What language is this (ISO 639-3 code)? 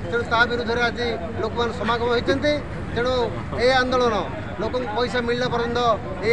ori